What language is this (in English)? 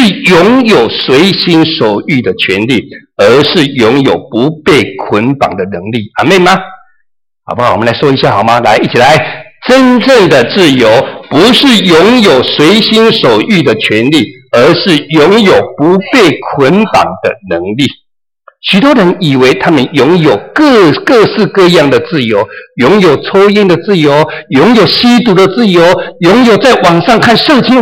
Chinese